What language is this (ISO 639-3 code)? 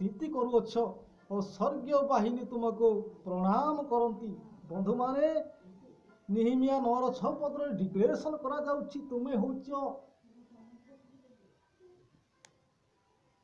ori